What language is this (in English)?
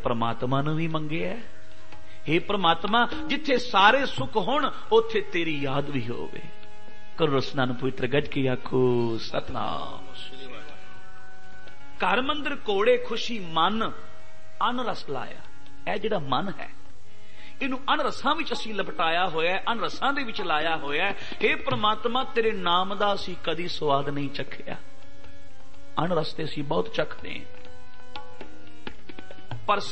Punjabi